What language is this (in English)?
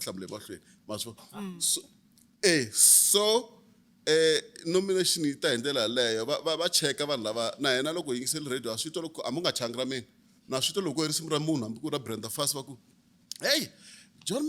Tsonga